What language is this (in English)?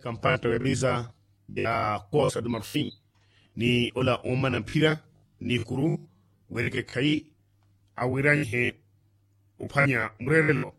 Makhuwa